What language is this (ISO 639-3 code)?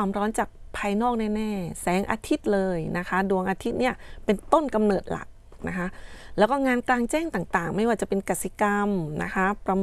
tha